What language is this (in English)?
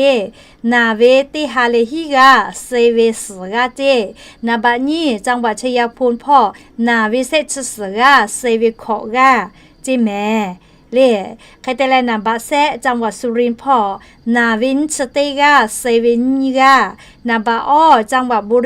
Lahu